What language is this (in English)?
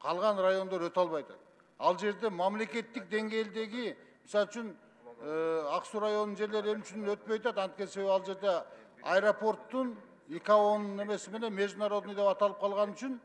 Kyrgyz